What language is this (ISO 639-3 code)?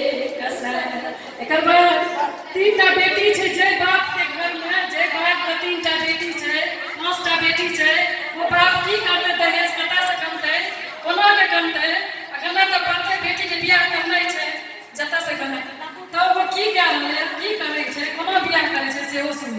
mai